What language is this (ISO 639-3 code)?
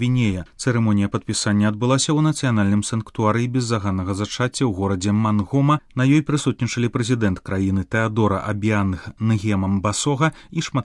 bel